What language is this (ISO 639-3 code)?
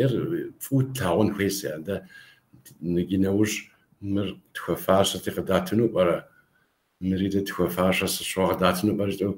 kbd